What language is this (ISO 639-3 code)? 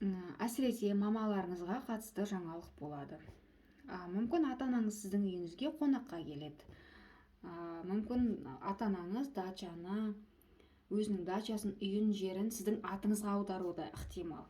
kaz